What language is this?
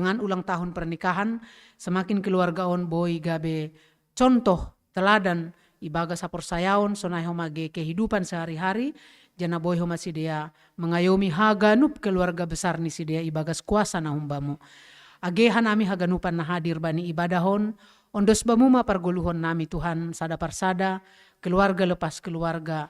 Batak Simalungun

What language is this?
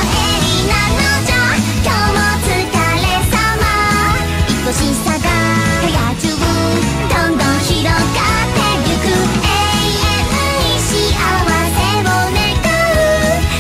Japanese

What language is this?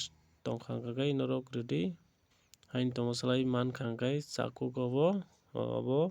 Kok Borok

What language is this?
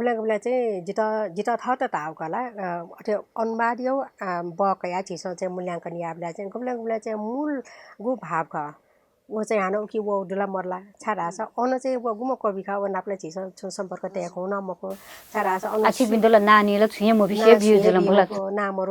Newari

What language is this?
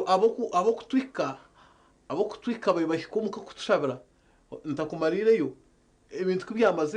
Nyankole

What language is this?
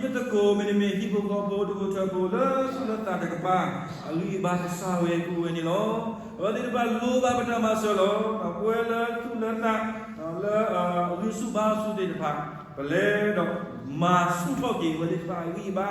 S'gaw Karen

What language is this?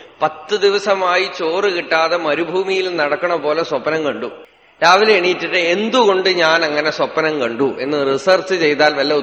Malayalam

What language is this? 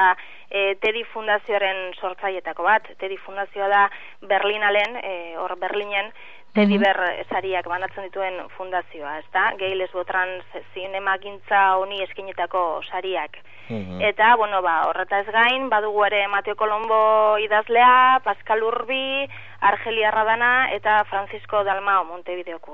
Basque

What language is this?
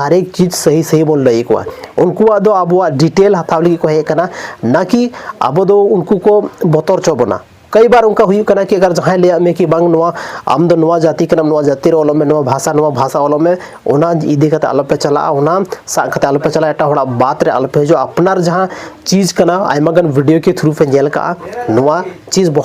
Santali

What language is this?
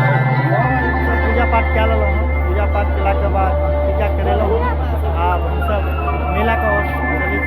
Maithili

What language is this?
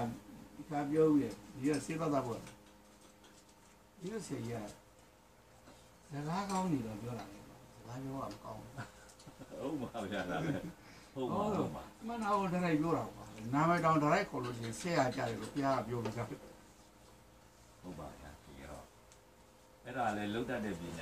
Burmese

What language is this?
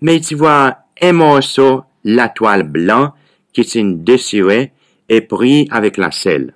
Seselwa Creole French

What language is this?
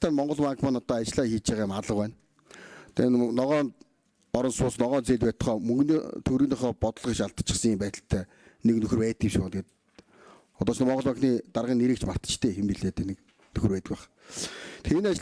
Mongolian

